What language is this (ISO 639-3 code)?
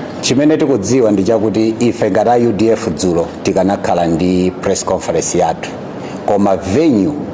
nya